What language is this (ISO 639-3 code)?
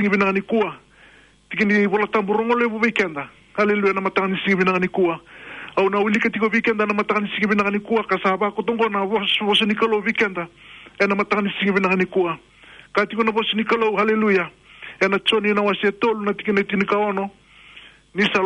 fij